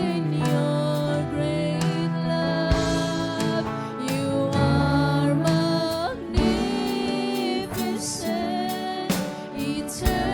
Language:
Waray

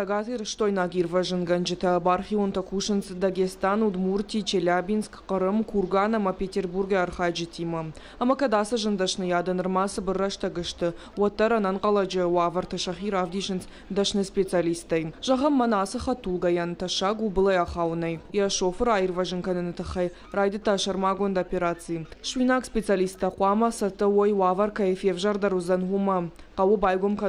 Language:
Ossetic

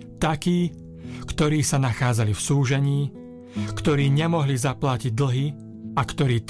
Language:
Slovak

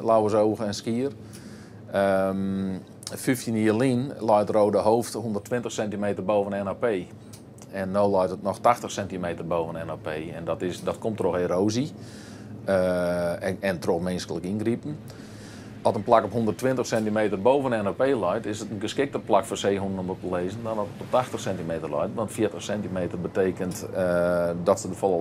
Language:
Western Frisian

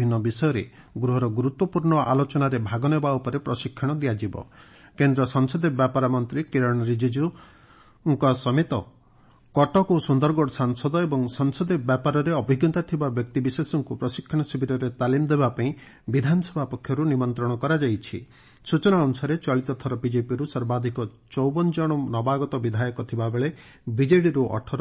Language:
Odia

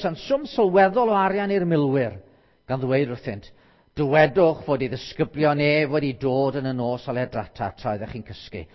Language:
Welsh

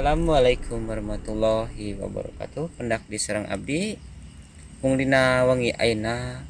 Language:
Sundanese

